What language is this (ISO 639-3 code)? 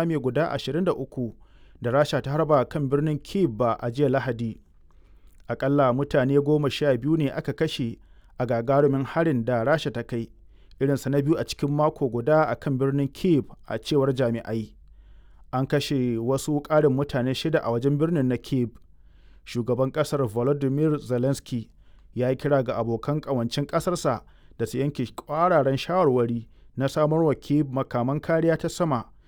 hau